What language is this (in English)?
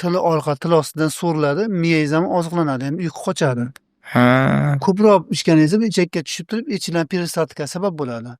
Uzbek